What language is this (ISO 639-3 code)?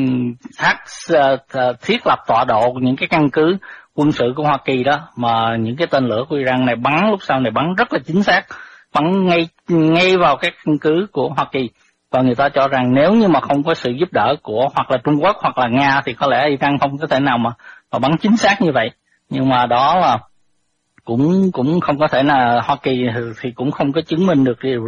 vie